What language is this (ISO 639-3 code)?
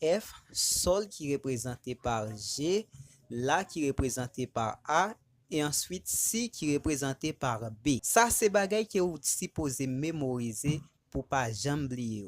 hat